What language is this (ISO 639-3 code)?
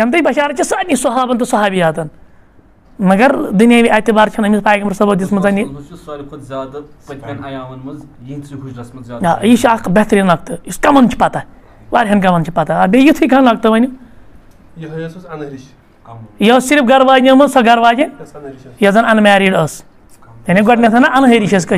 kas